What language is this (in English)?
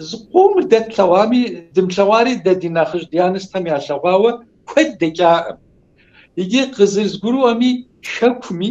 Kabardian